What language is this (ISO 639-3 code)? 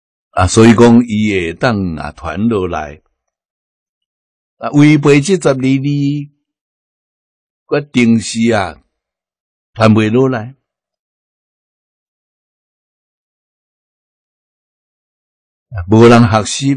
nan